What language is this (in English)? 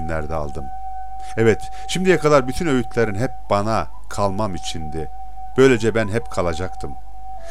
Turkish